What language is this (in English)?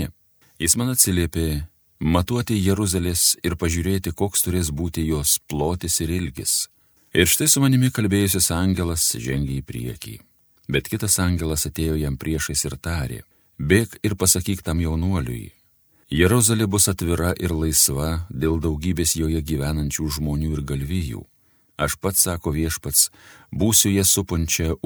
Lithuanian